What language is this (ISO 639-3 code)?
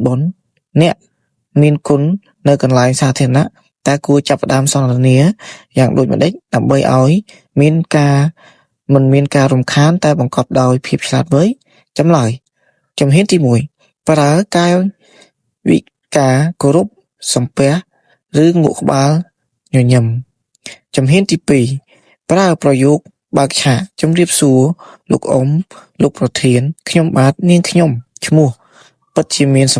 khm